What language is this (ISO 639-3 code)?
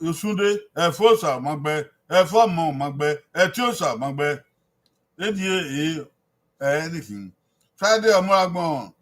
bin